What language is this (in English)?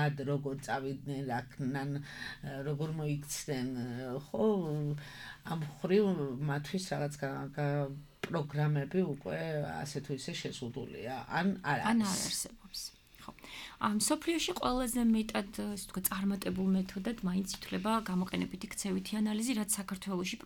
Georgian